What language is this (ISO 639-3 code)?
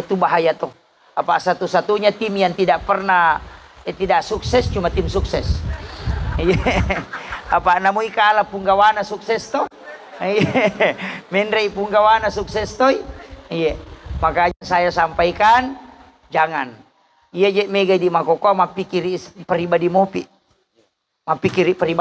bug